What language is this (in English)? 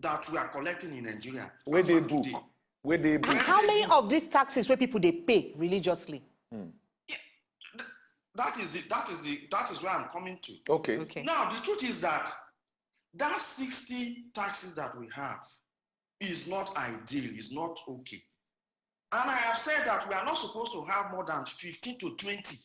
Nigerian Pidgin